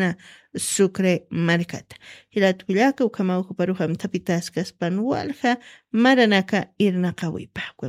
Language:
Aymara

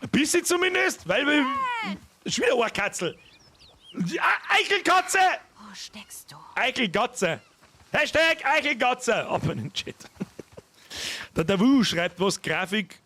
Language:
Bavarian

